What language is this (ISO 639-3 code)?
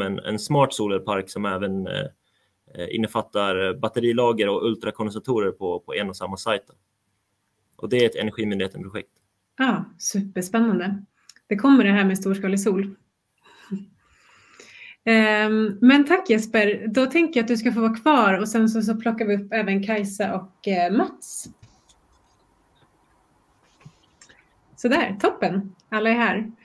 swe